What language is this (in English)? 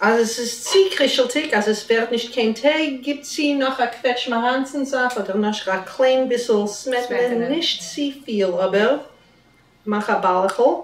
Yiddish